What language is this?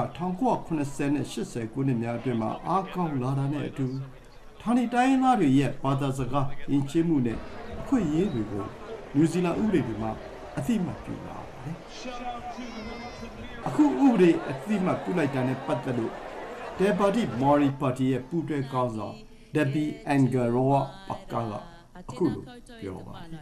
Burmese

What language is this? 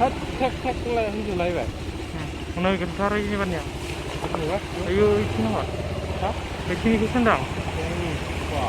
Bodo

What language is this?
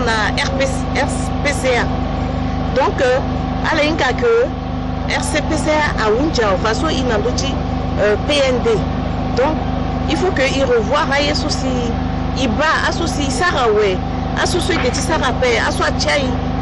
Sango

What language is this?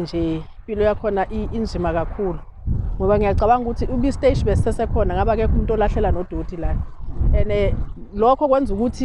Zulu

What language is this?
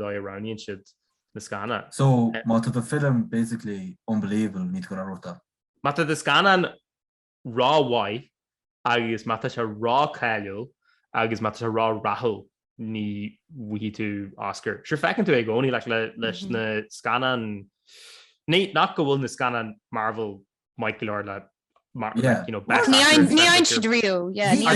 Irish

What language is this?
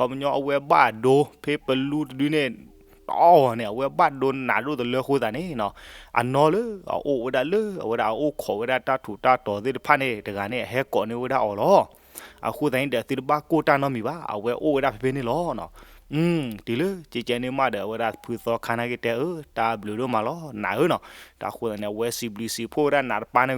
S'gaw Karen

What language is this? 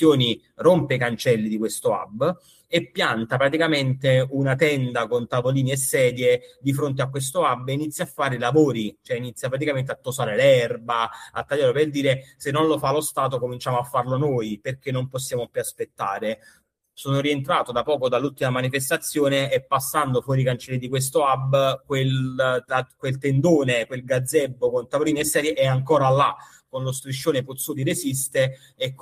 Italian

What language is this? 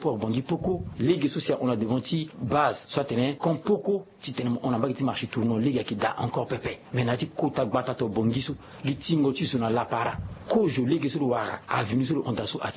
Sango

